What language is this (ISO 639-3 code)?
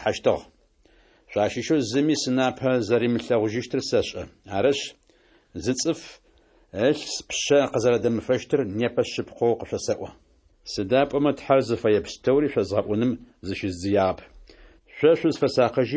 ady